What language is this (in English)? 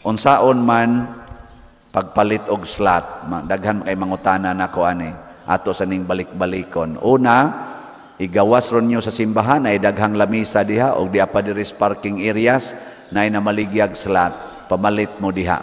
Cebuano